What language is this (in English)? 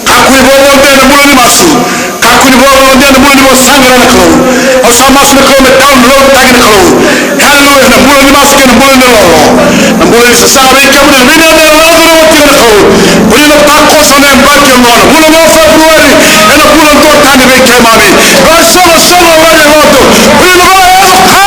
Fijian